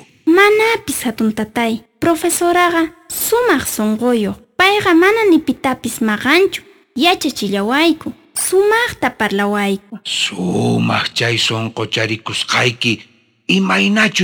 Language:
South Bolivian Quechua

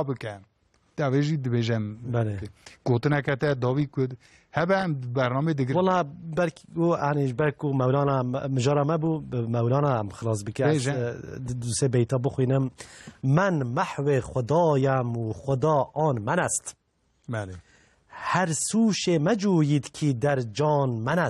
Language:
Kurdish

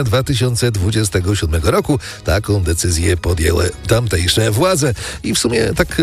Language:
Polish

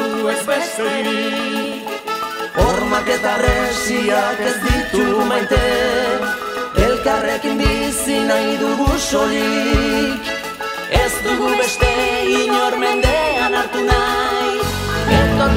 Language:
Basque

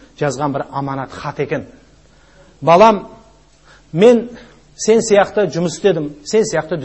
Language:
Kazakh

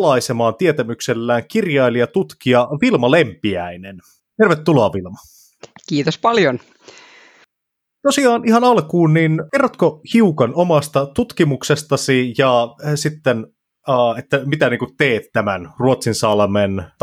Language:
Finnish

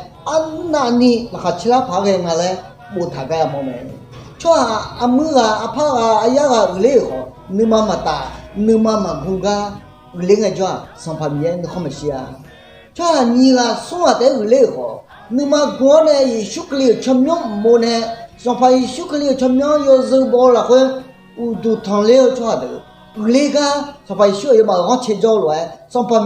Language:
Akha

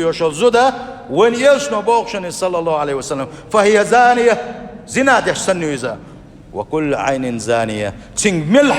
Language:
Chechen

